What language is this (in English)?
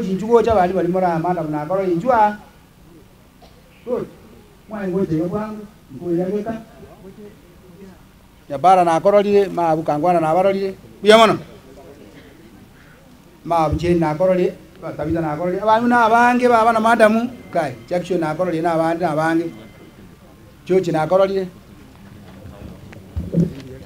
Gusii